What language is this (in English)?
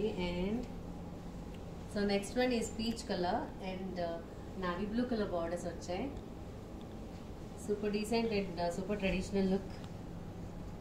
Telugu